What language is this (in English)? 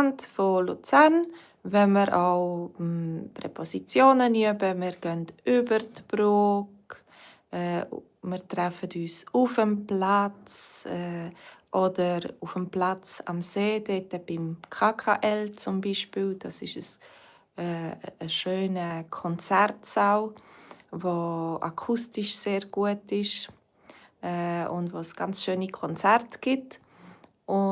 Swiss German